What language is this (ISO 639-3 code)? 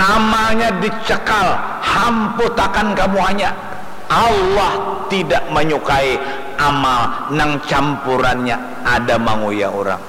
bjn